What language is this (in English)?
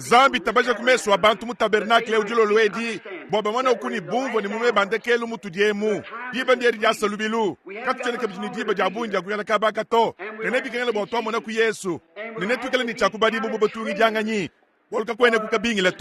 Luba-Lulua